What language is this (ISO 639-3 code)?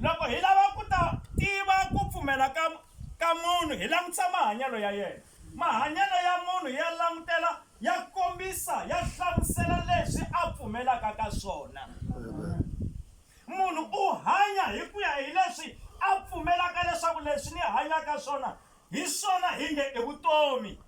tso